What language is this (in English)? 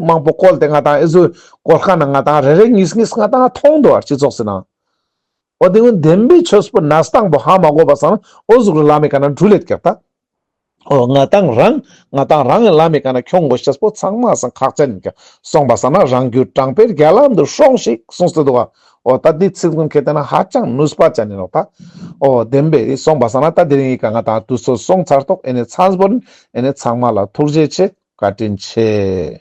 Ladakhi